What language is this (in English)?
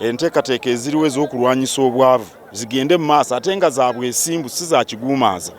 Ganda